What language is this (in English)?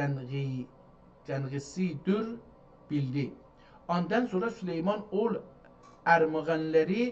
South Azerbaijani